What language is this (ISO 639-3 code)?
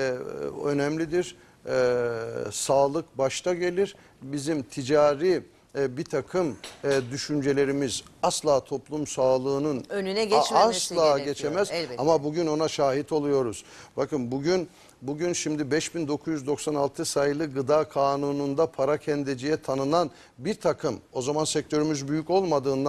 tur